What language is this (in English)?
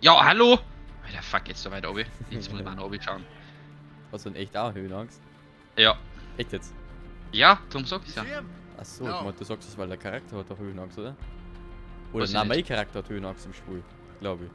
Bavarian